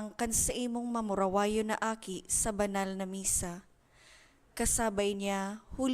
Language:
Bikol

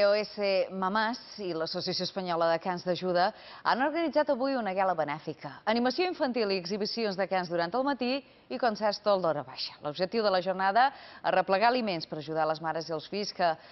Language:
Catalan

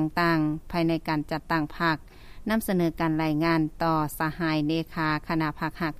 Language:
Lao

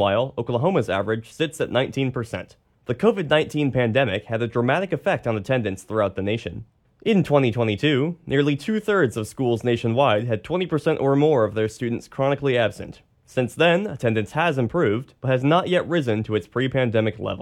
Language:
English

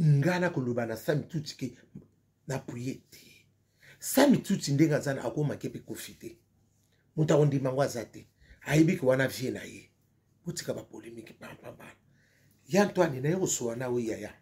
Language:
Lingala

